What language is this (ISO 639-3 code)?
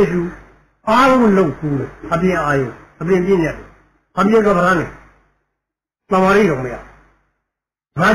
mya